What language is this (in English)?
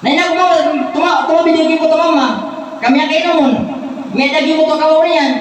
Maranao